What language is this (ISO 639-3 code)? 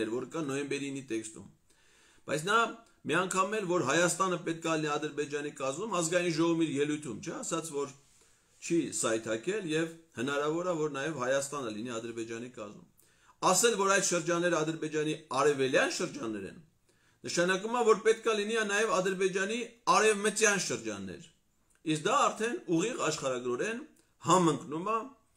hye